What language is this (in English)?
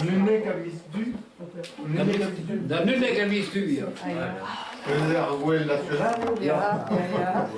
Breton